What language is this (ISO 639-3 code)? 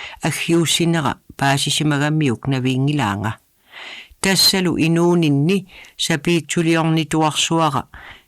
kal